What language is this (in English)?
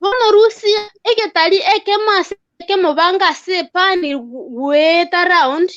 Gusii